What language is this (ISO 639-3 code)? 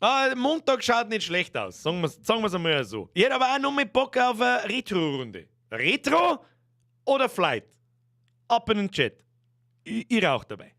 bar